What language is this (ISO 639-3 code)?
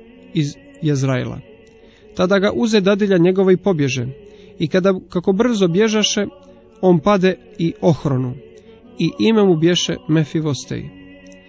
hrv